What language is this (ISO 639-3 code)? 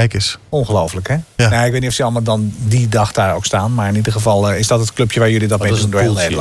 nld